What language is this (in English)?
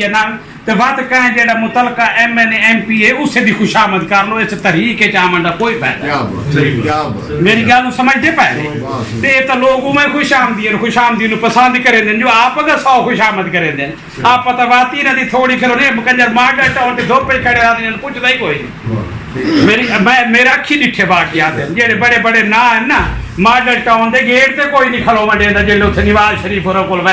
Saraiki